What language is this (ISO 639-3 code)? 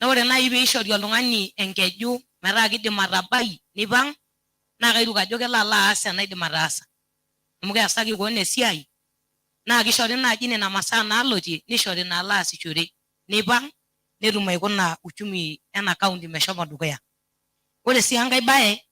mas